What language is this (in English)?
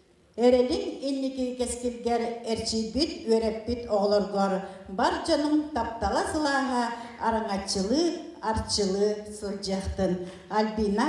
Yakut